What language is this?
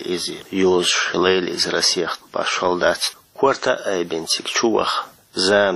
Chechen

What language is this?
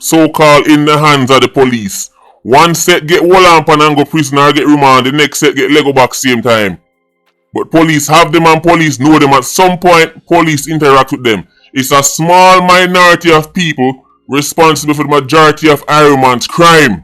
Jamaican Creole English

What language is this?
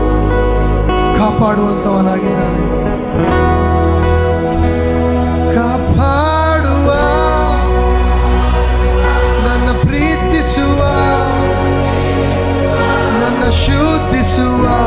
Kannada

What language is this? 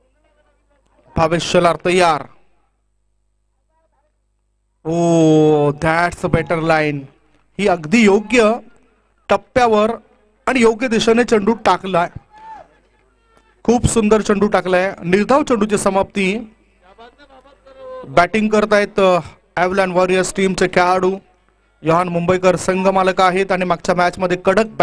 Marathi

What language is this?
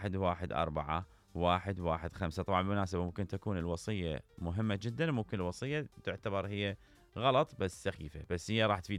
Mesopotamian Arabic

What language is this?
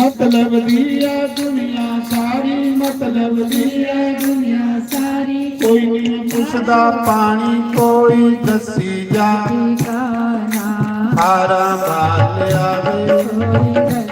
Dogri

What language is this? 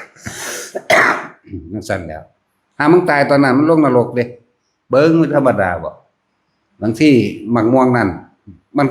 Northeastern Thai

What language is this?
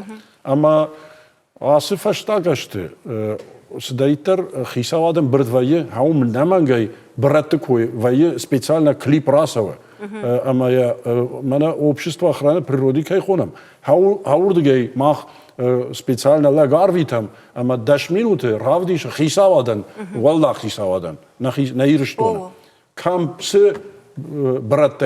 Ossetic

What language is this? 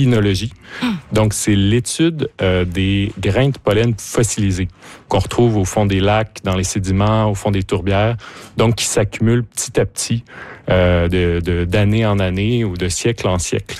French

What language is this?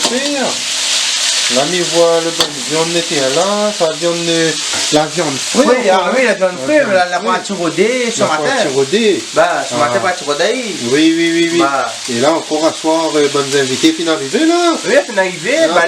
Réunion Creole French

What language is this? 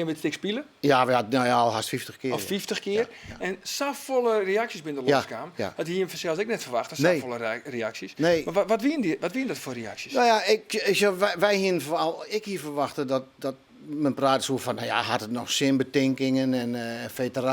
Western Frisian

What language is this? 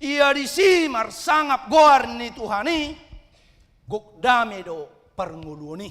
Batak Toba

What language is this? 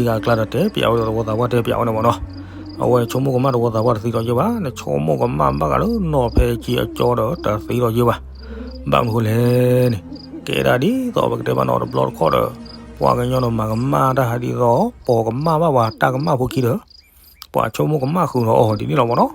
S'gaw Karen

